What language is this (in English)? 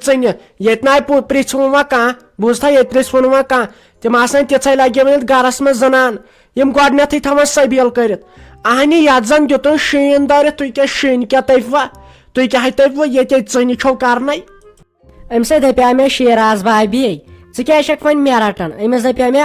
Kashmiri